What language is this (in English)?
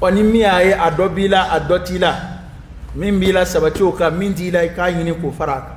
Dyula